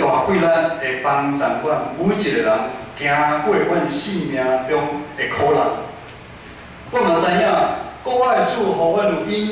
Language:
Min Nan Chinese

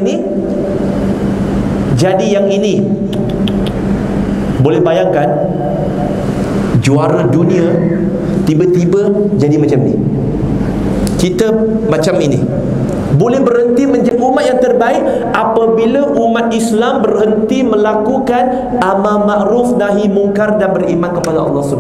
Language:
Malay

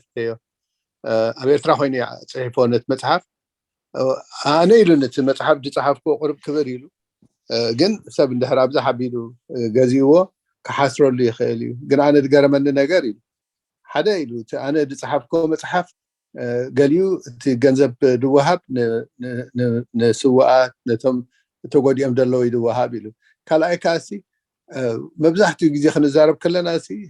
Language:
Tigrinya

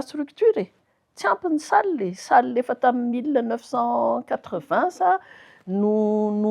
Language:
Malagasy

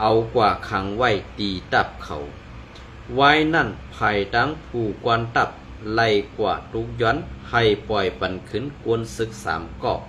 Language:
Shan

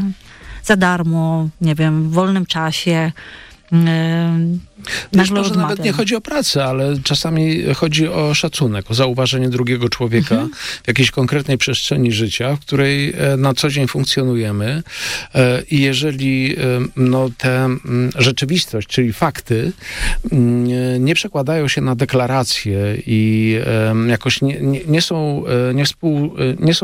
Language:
Polish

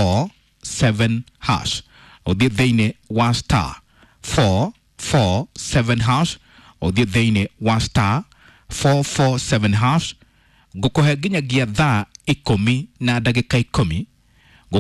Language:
Kikuyu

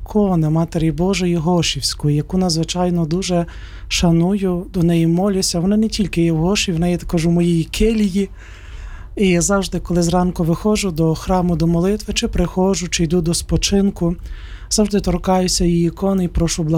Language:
Ukrainian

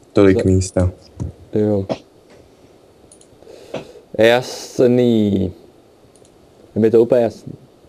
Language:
Czech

